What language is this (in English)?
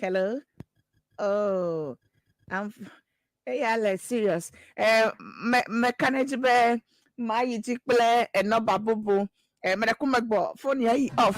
Ewe